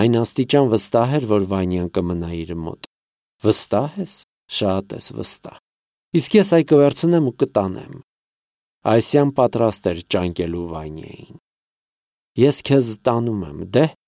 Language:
Armenian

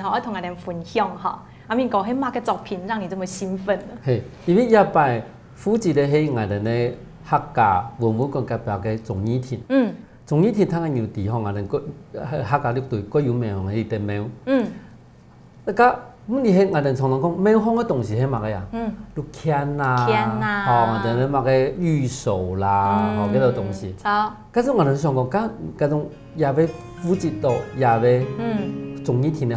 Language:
Hakka Chinese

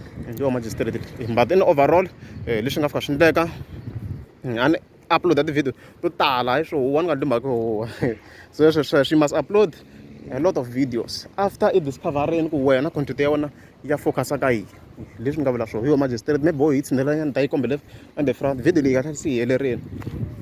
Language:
Tsonga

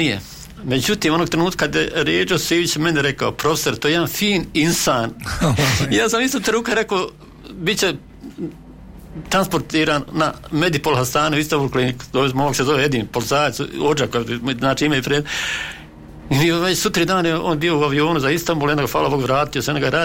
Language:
Bosnian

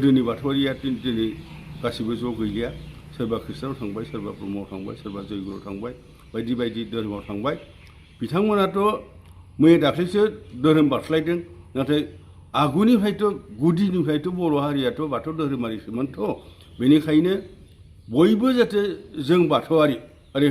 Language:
Bodo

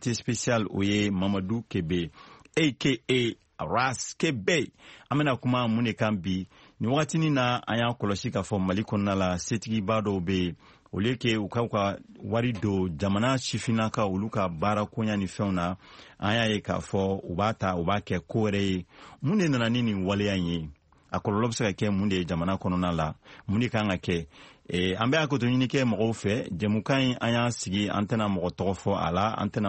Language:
Bambara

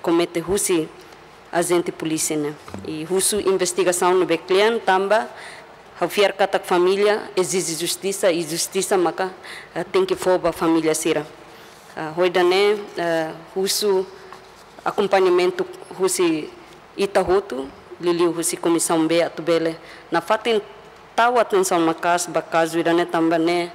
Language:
Tetum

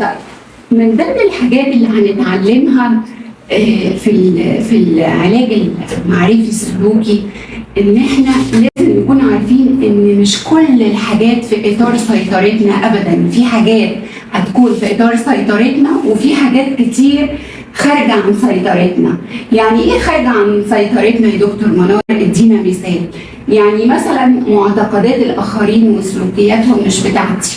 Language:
Egyptian Arabic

